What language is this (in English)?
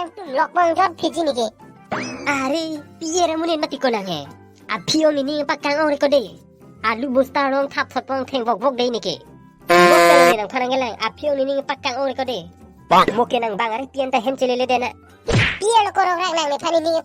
Karbi